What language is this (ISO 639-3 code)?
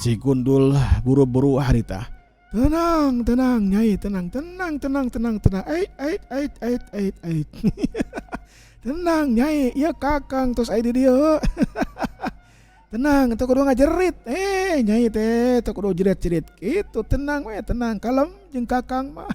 sun